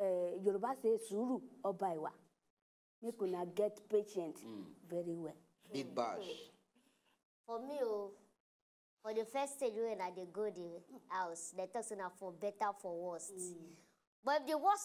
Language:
Nigerian Pidgin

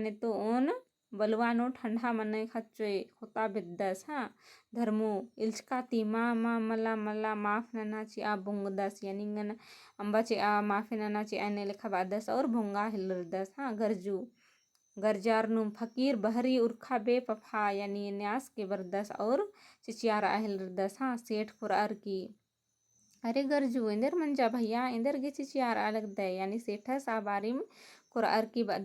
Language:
Kurukh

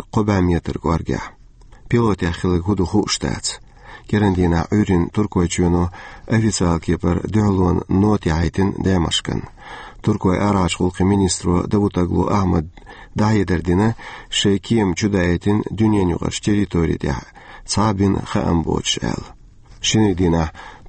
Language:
Chechen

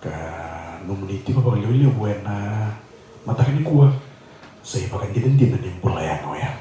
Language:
Fijian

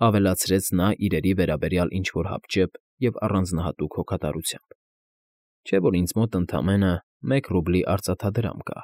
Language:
Armenian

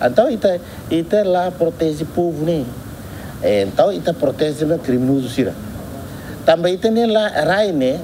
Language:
Tetum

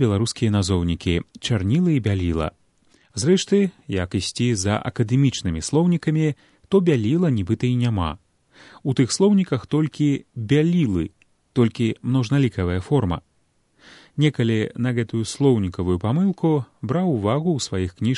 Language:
Belarusian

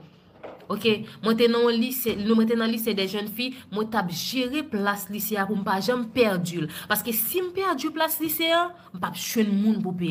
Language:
Haitian Creole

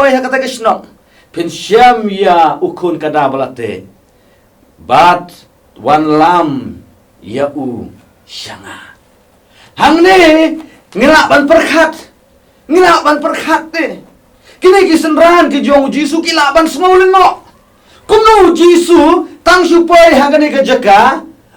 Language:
Khasi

